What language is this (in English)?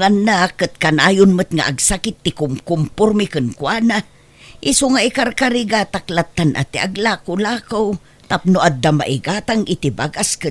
Iloko